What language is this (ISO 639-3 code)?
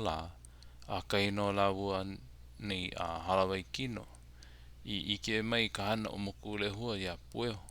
haw